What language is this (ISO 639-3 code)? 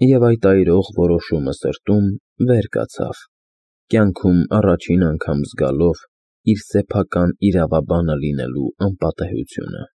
hye